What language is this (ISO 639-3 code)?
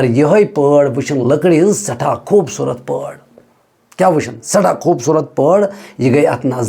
kas